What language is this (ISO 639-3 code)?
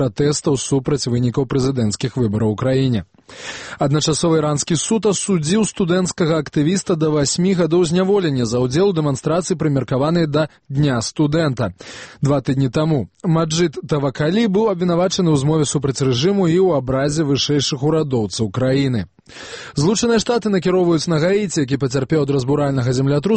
bel